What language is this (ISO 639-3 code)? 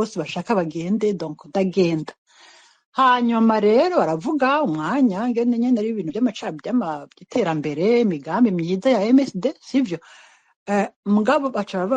run